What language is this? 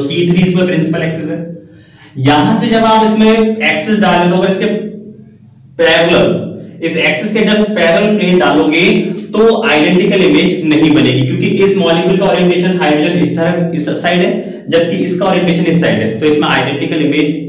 Hindi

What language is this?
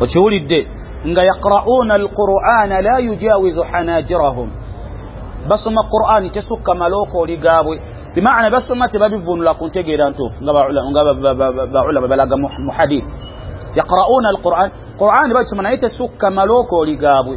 Ganda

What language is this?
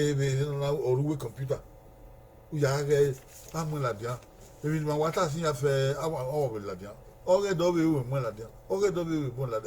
Bini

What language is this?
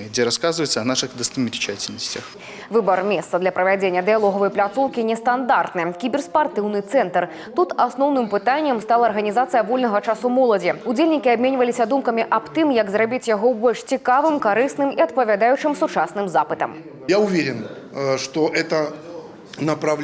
Belarusian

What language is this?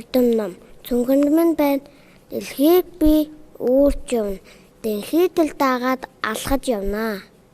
Mongolian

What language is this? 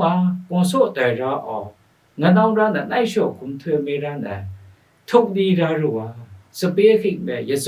Kachin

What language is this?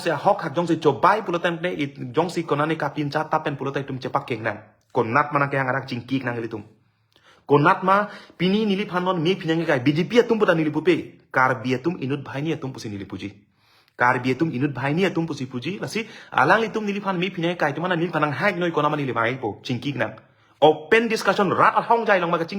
Karbi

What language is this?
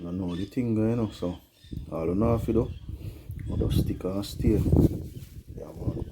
Jamaican Creole English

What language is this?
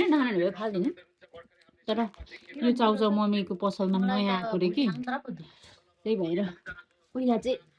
Nepali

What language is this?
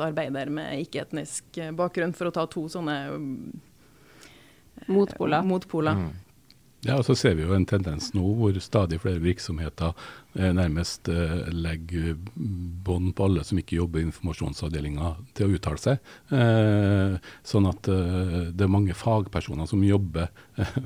Norwegian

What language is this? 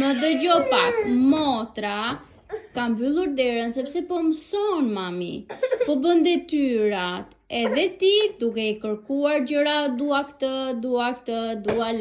Albanian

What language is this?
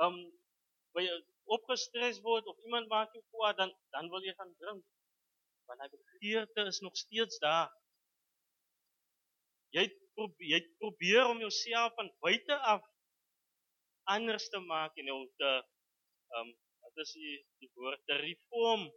Afrikaans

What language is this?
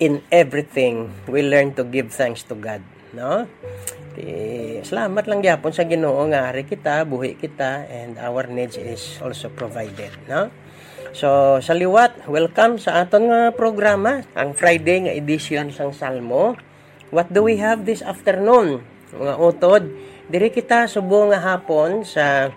Hiligaynon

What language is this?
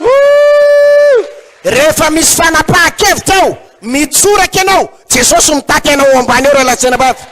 Malagasy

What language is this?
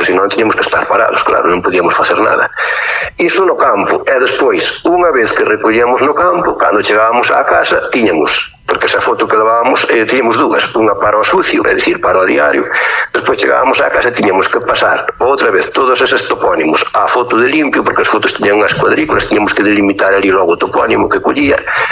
Galician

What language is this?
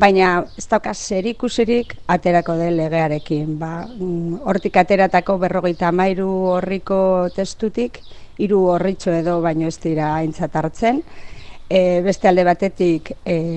Basque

